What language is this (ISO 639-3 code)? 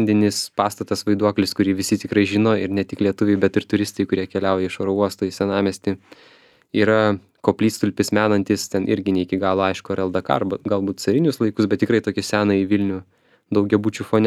lit